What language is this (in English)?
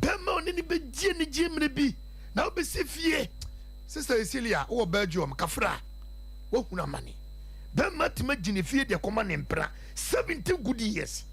Akan